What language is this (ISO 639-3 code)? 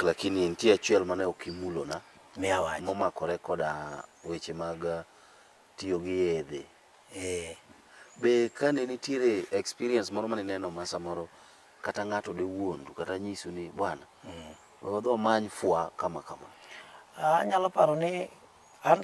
luo